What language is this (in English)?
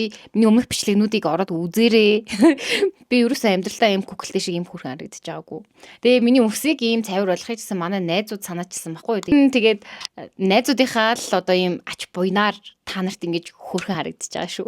Mongolian